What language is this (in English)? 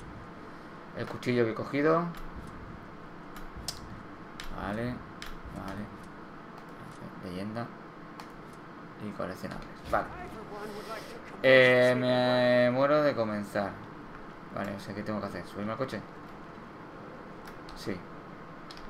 Spanish